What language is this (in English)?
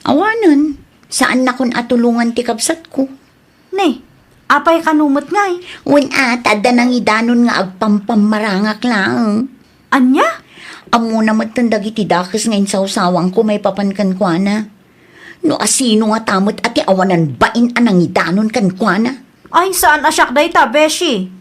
Iloko